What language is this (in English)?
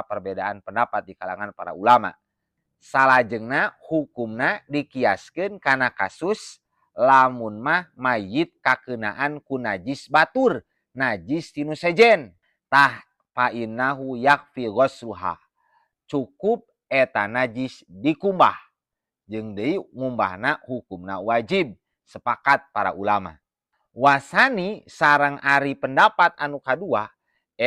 Sundanese